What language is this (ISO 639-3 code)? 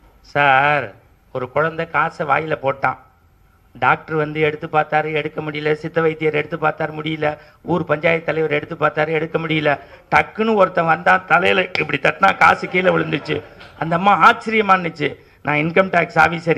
tam